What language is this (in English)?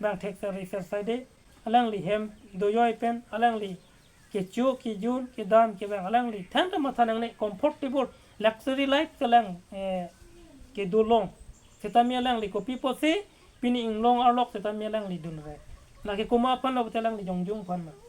Karbi